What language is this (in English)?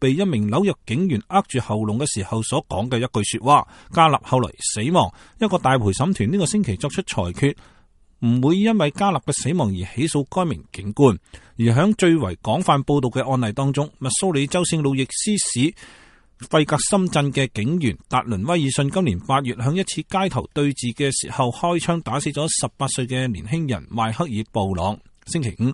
Cantonese